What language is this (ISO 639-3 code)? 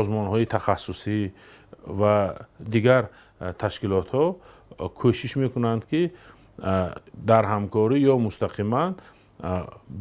tgk